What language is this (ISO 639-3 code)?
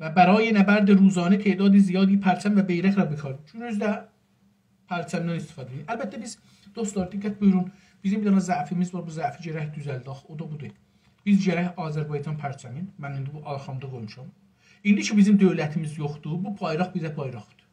azb